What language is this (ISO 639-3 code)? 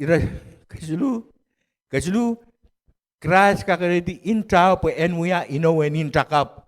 pon